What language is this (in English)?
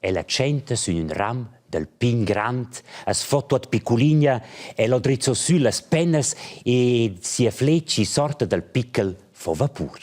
Romansh